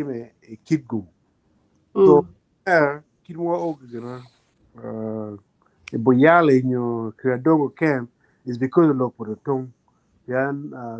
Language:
Acoli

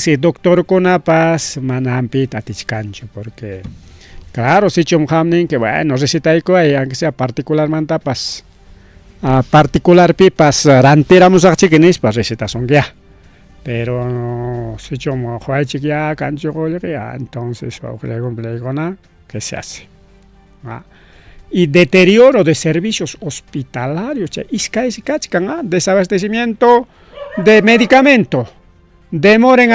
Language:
Ayacucho Quechua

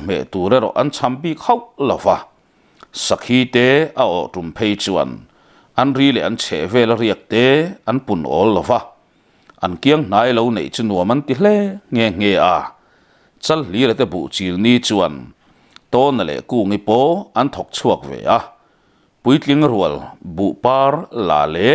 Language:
Mizo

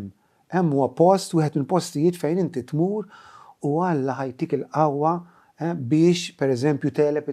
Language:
Maltese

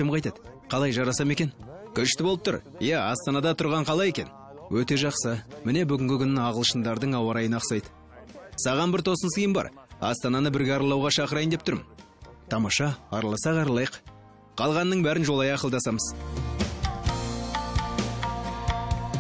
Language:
Kazakh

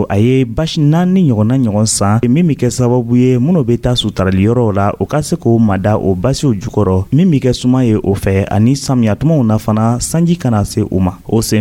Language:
Dyula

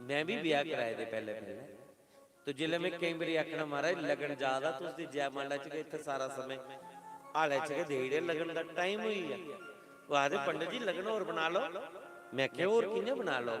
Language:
Dogri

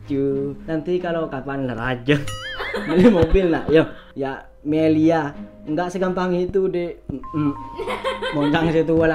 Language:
Madurese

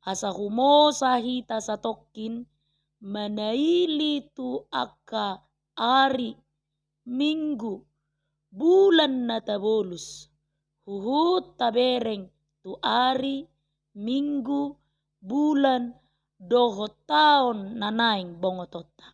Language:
Batak Toba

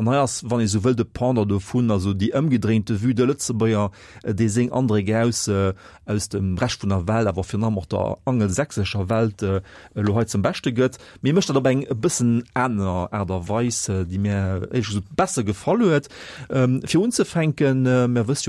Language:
Luxembourgish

